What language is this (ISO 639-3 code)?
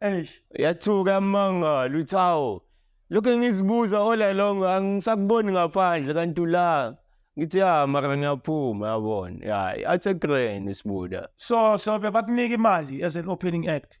zul